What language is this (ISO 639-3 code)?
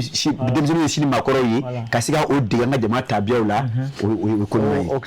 bam